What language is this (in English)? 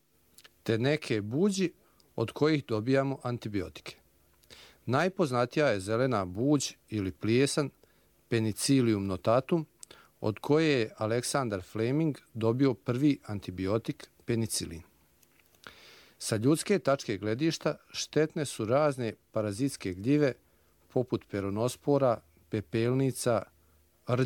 Bosnian